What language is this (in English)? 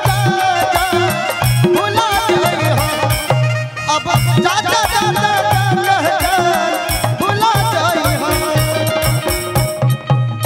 Bhojpuri